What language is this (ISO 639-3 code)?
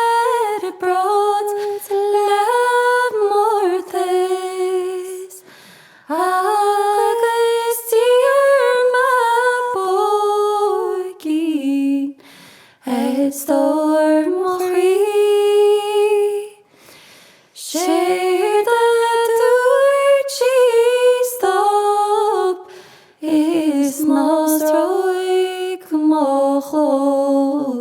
gle